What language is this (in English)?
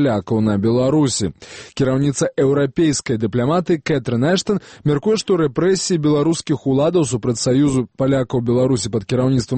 Belarusian